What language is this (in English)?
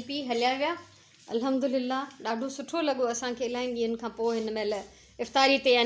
Sindhi